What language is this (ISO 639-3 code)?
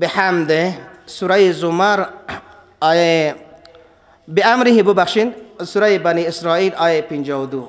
fas